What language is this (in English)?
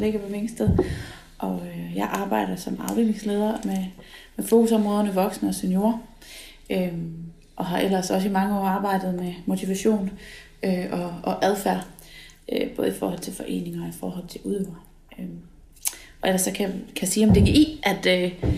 Danish